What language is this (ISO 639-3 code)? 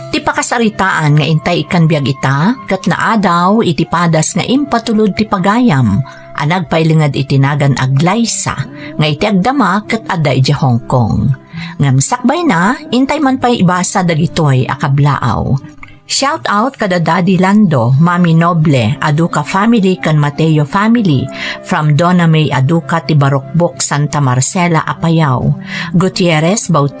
ilo